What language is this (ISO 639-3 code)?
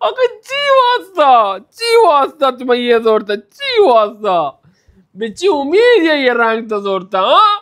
bal